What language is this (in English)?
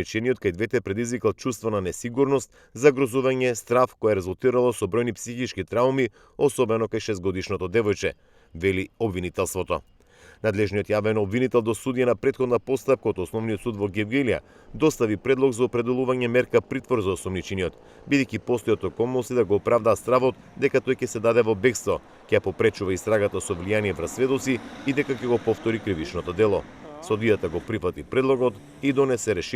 Macedonian